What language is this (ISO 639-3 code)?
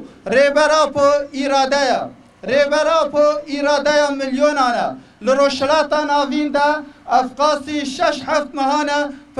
kur